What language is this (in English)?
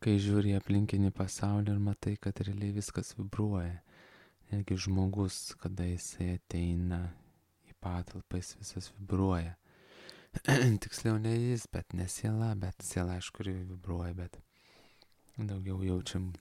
Lithuanian